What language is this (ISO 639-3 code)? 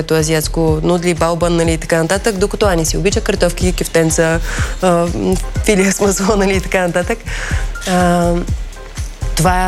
bul